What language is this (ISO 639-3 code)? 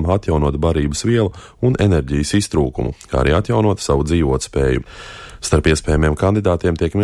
lav